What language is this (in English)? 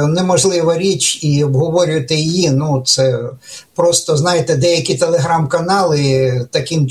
Ukrainian